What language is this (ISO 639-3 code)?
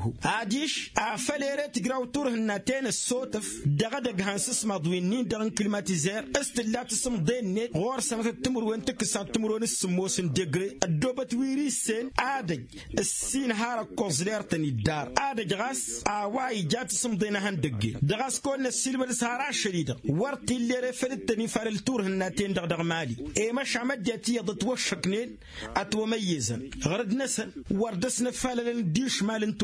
taq